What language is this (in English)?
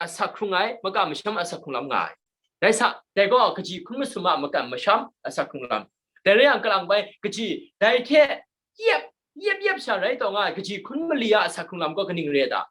Kachin